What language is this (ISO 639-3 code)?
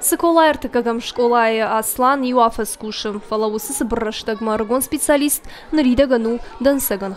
oss